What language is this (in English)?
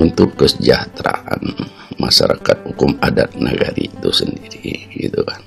Minangkabau